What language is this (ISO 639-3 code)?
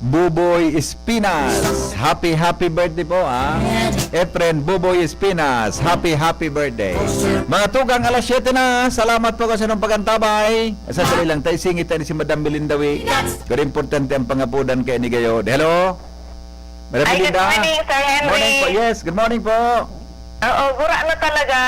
bik